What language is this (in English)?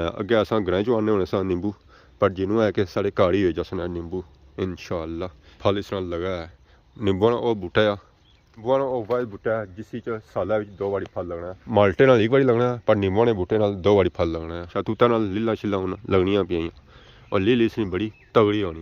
Pahari-Potwari